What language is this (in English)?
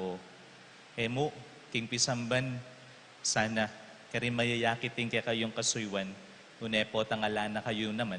Pampanga